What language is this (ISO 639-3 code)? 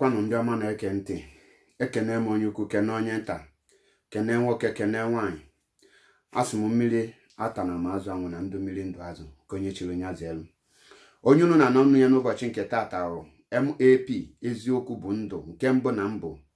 ibo